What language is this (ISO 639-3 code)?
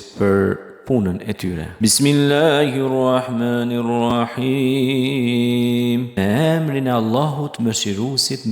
sqi